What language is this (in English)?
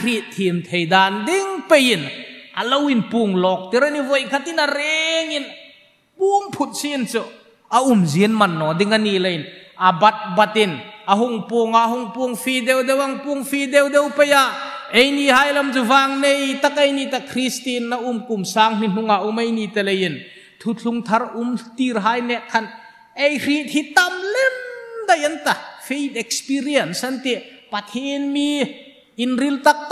Hmar